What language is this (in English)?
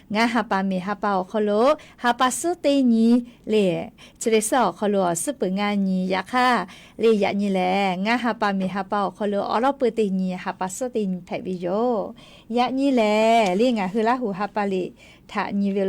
Lahu